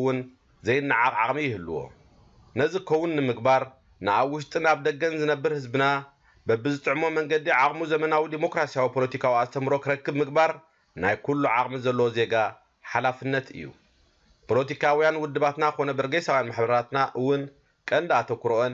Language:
Tigrinya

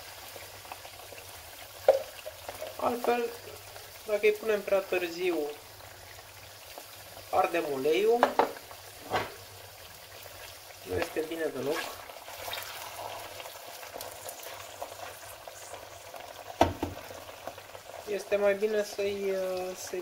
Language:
Romanian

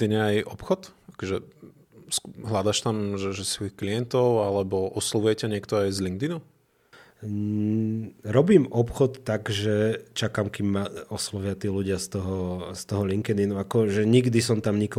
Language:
Slovak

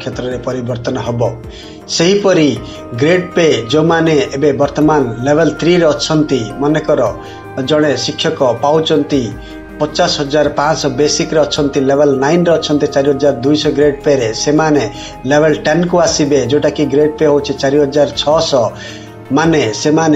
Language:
Odia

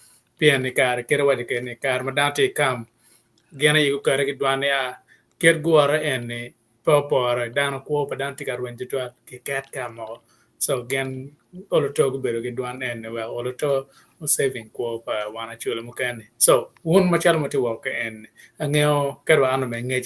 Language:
Acoli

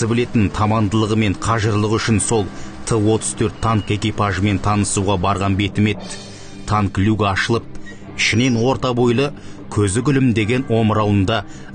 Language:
Kazakh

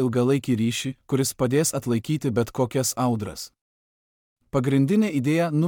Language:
Lithuanian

